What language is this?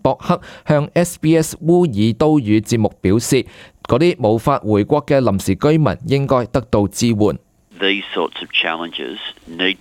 Cantonese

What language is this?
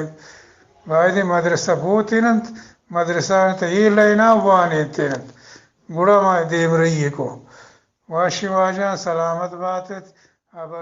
Eastern Balochi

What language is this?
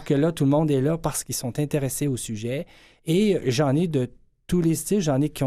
French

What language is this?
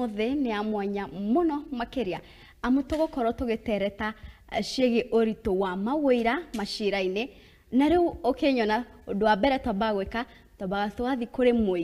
Kikuyu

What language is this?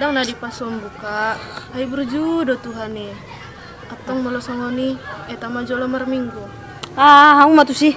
Batak Toba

